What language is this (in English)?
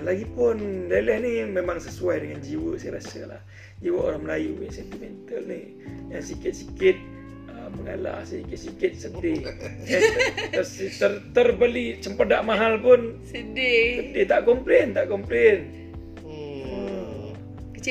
Malay